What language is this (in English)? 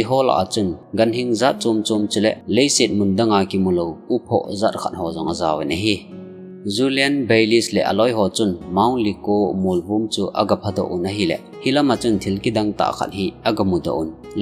Thado Chin